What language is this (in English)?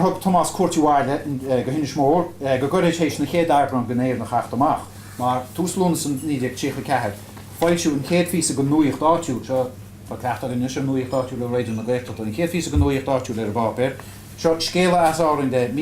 Irish